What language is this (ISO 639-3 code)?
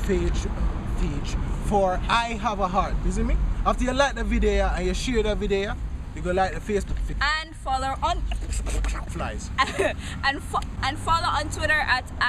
jam